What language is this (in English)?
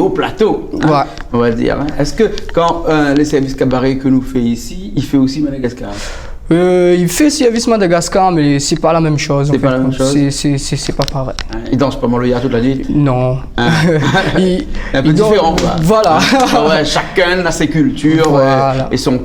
Réunion Creole French